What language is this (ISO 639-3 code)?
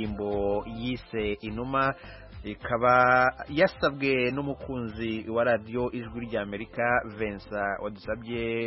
kin